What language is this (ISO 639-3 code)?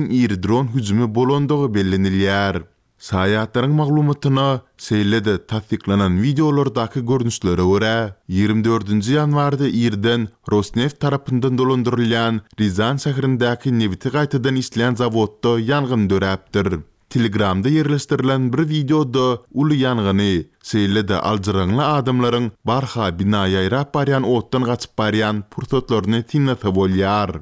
tuk